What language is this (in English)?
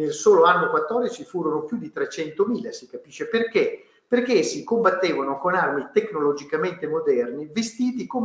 Italian